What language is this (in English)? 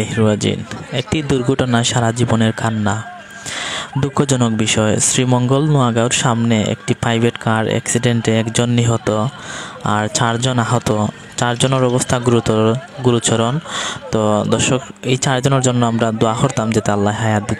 Sylheti